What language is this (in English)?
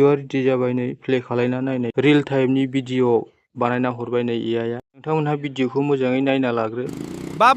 Bodo